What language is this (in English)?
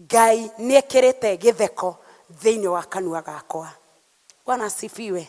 Kikuyu